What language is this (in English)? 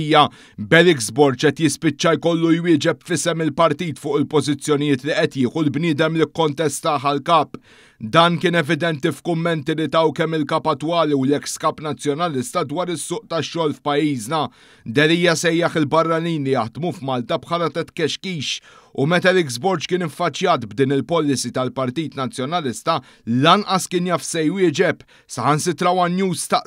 Maltese